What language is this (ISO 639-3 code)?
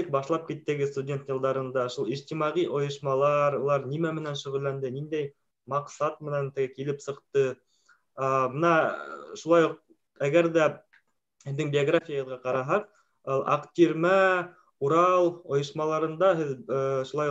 bak